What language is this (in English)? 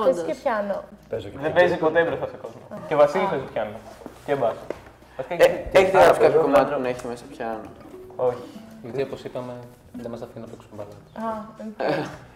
Greek